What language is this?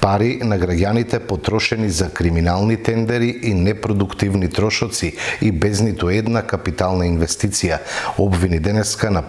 Macedonian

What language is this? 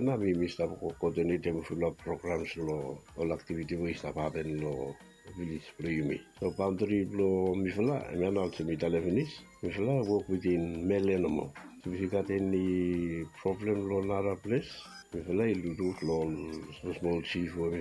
Bislama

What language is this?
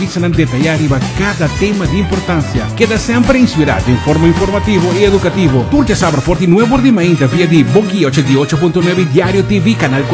Papiamento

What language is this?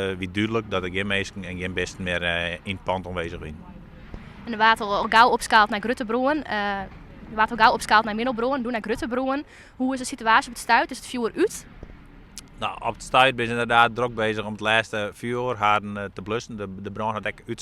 Western Frisian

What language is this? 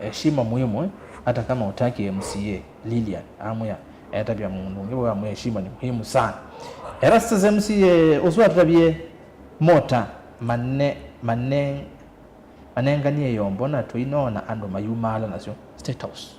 Kamba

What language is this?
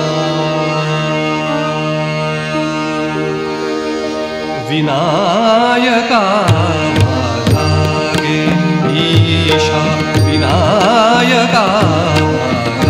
Marathi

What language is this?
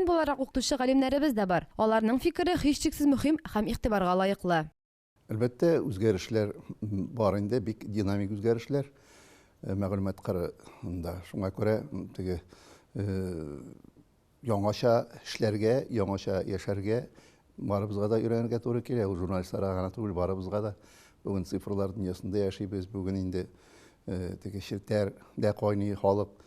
Tatar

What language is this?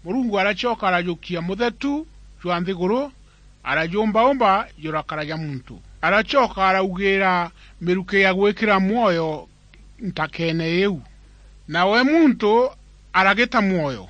Meru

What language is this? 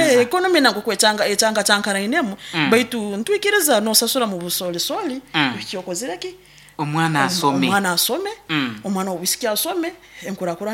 Nyoro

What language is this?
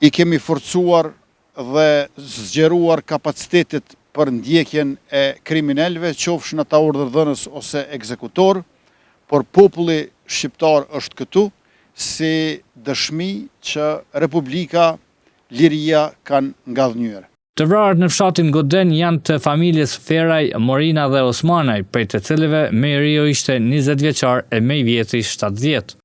Albanian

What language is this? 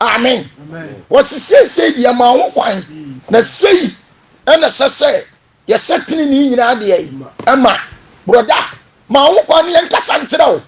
Akan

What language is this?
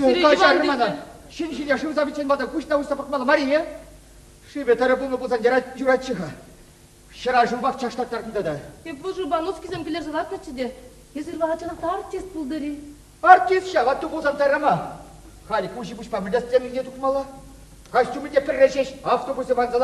Chuvash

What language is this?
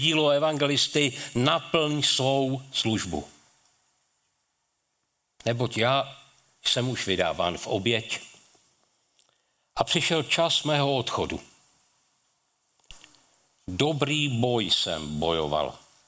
Czech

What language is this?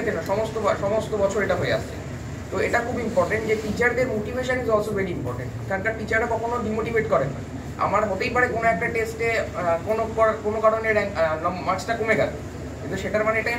Bangla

